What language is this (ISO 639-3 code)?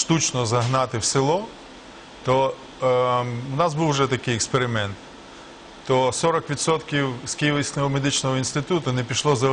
ukr